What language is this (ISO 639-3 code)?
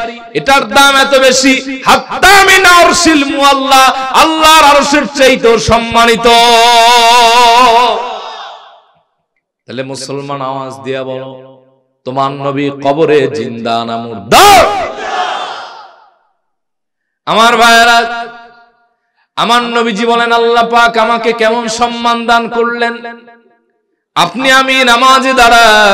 ben